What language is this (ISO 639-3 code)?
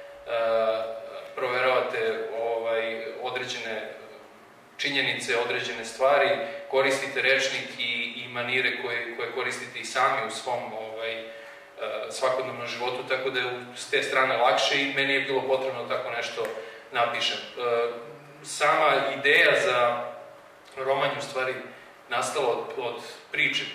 srp